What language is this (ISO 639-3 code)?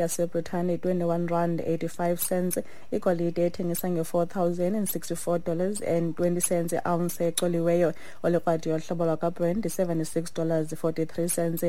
xho